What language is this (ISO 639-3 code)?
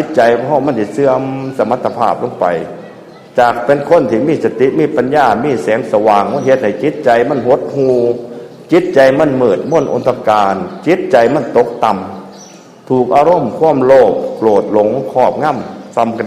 tts